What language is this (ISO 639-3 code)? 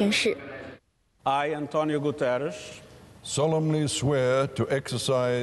zho